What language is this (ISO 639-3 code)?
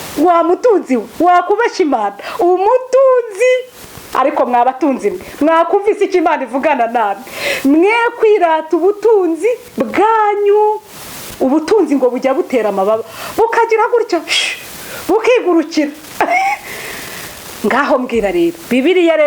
kin